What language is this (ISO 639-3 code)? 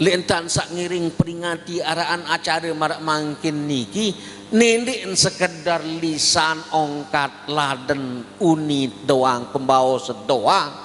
sas